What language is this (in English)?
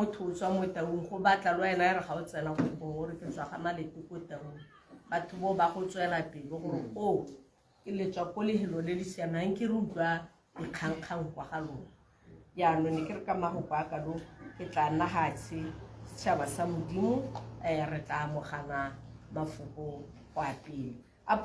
Tswana